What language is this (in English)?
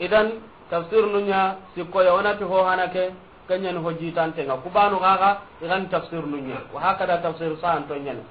Soninke